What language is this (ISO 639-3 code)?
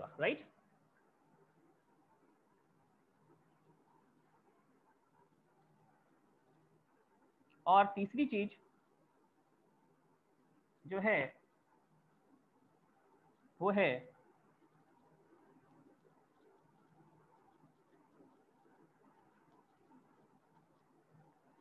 hin